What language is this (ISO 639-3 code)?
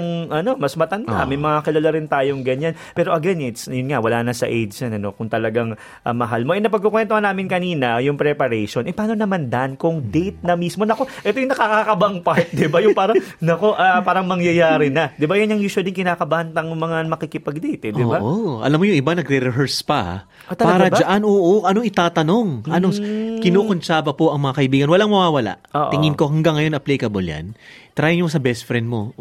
fil